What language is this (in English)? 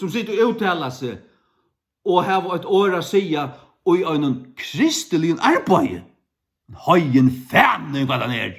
Faroese